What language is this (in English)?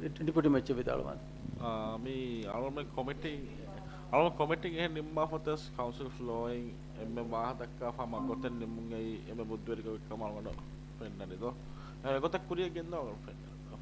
Divehi